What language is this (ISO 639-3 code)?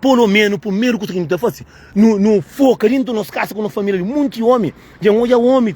kea